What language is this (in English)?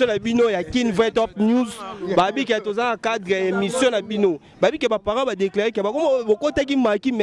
Lingala